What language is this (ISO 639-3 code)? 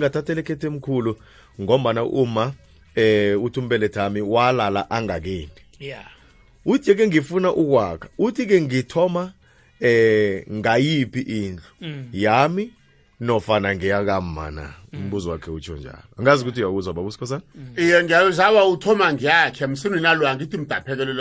nbl